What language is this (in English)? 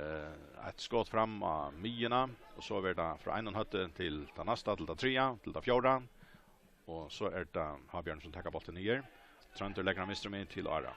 Faroese